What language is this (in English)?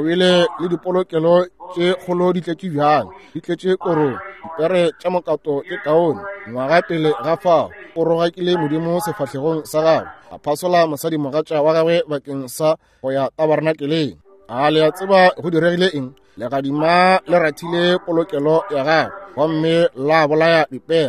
Northern Sotho